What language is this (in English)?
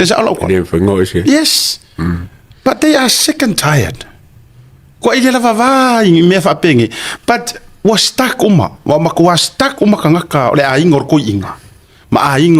Samoan